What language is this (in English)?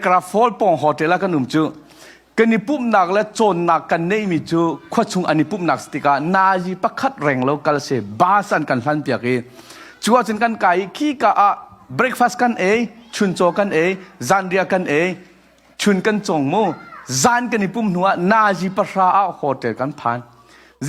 Hakha Chin